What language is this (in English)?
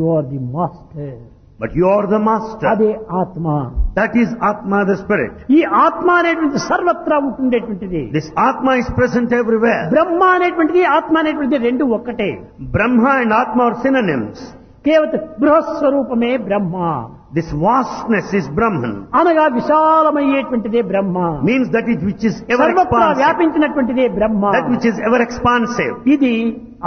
Telugu